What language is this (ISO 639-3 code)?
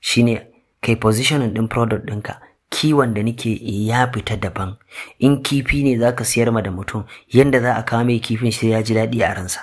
hau